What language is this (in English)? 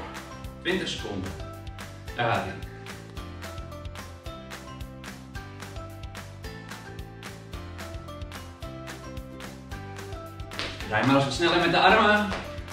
Dutch